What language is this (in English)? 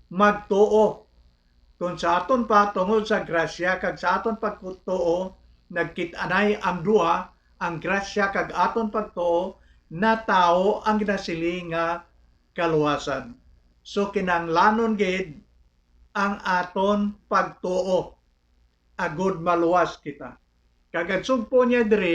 Hiligaynon